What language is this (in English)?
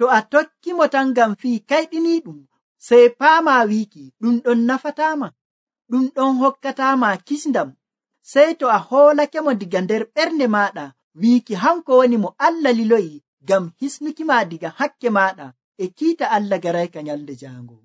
Nigerian Fulfulde